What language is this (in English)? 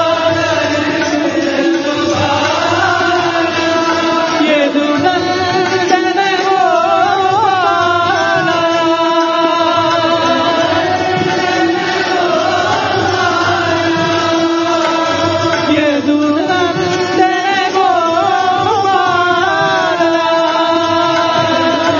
Telugu